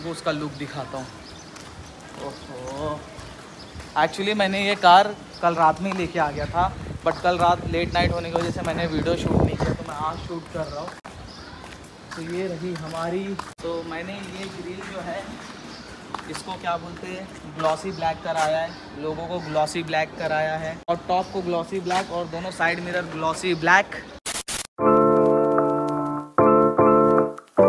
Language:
Hindi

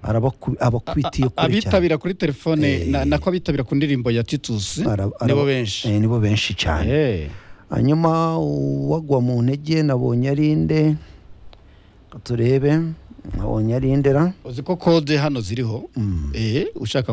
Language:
Kinyarwanda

